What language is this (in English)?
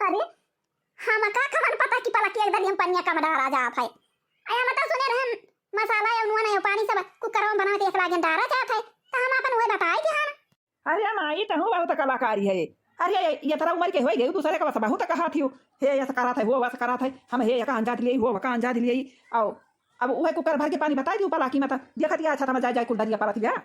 Awadhi